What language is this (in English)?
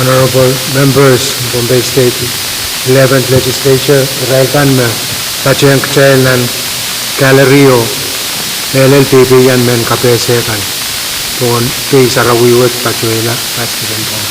Pohnpeian